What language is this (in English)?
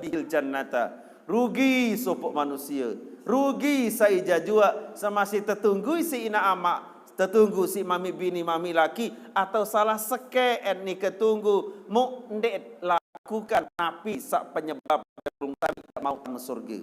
Sasak